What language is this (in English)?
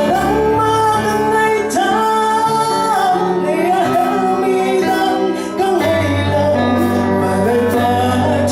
Falam Chin